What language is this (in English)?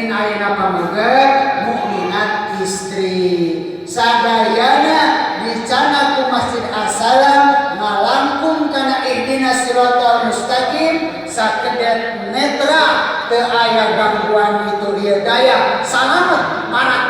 Sundanese